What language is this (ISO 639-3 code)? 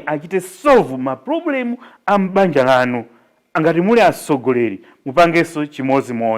nya